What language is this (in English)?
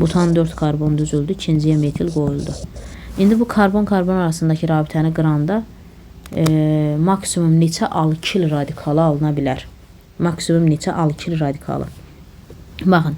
Azerbaijani